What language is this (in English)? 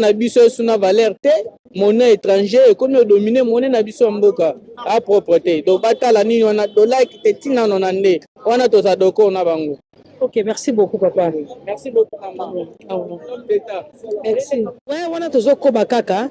Lingala